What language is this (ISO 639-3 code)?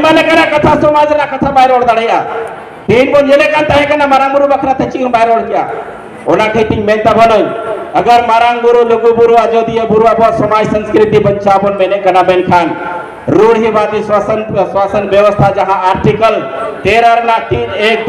sat